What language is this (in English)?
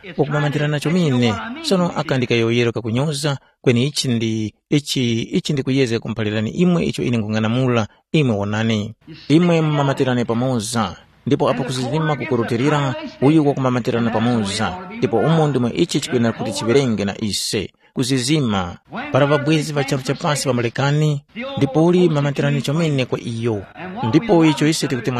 Tumbuka